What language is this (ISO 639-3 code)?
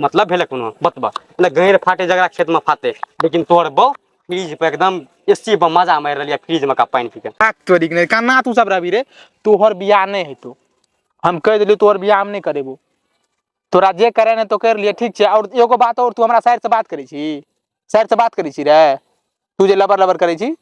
mai